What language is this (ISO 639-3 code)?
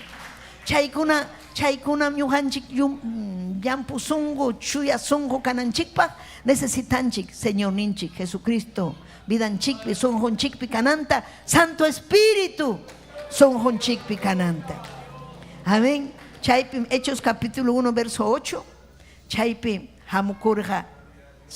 quy